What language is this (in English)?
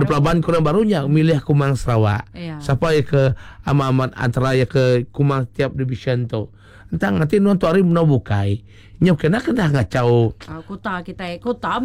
Iban